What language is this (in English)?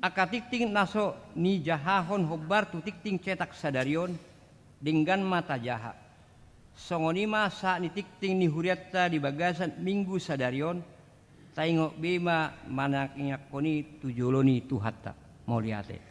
Batak Toba